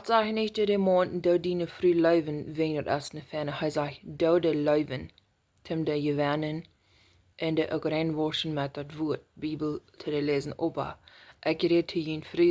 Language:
Plautdietsch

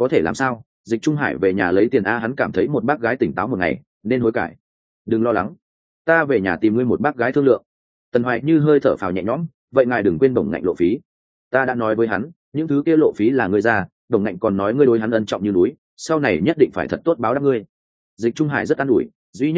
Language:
Vietnamese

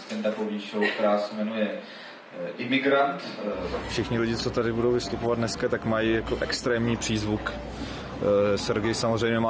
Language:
Czech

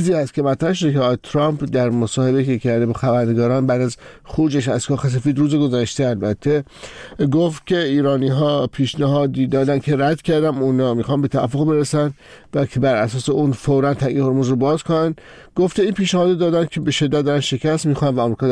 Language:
Persian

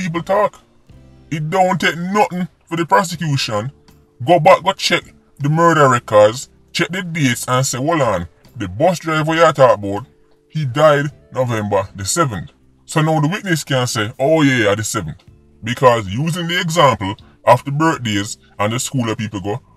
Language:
Jamaican Creole English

